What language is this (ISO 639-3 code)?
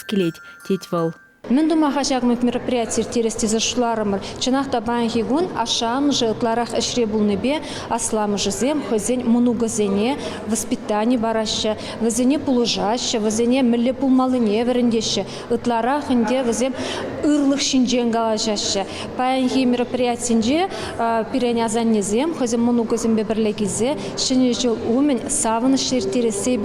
chv